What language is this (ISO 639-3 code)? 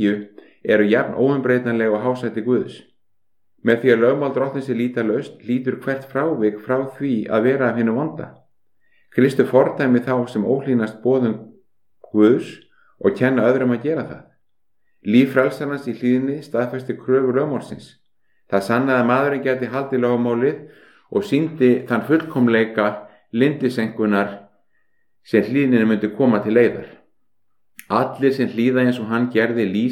isl